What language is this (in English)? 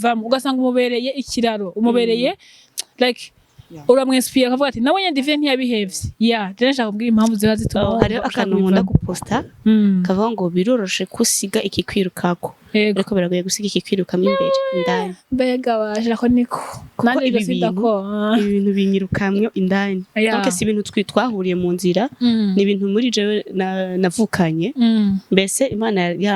Rundi